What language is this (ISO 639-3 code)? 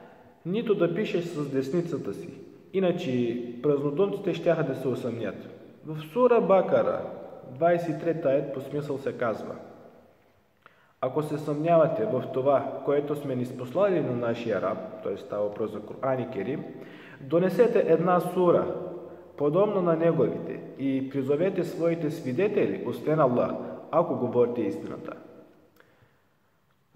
bul